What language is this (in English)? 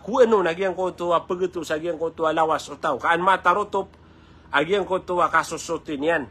Maranao